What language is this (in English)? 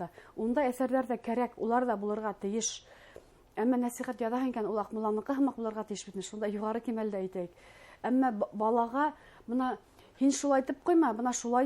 Bashkir